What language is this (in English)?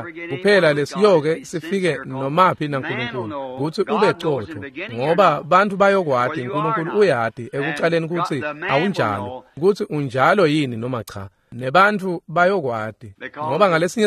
Swati